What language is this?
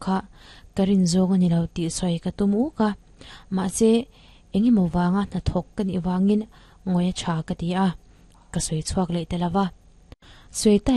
Mizo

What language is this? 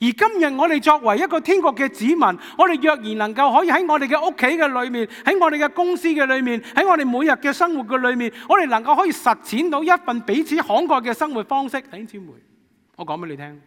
Cantonese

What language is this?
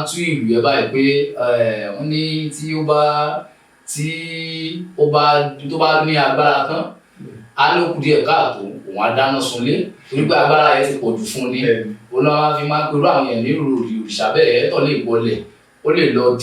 Yoruba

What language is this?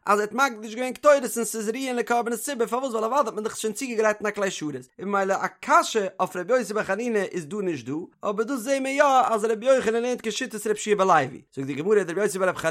Yiddish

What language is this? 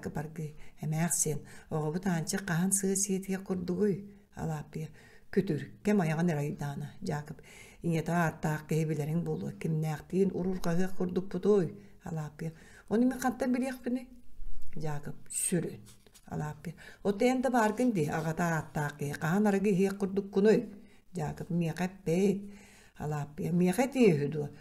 Yakut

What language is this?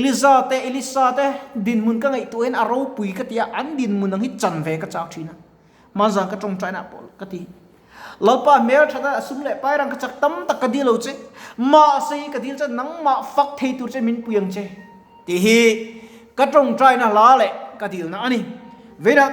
Mizo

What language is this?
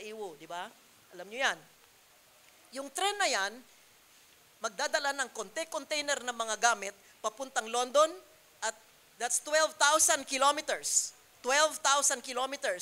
Filipino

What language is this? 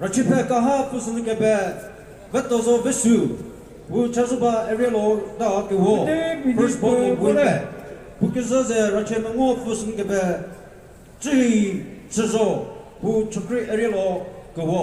Chokri Naga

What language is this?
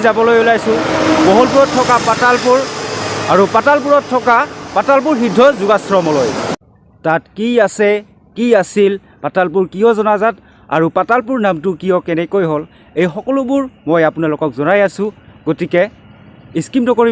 Assamese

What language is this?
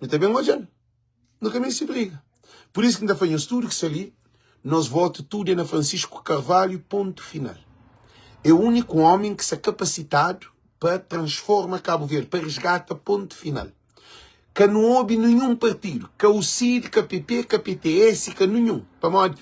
Kabuverdianu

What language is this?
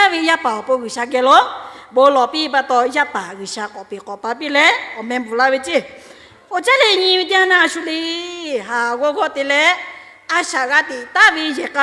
Lahu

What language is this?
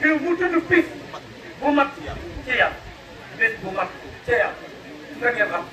Wolof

